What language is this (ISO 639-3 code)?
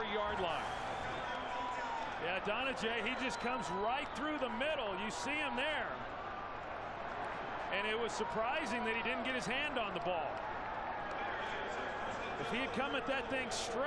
eng